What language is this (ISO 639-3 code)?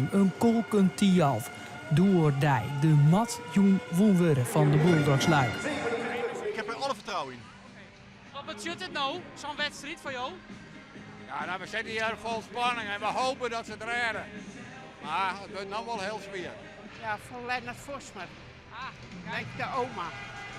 fry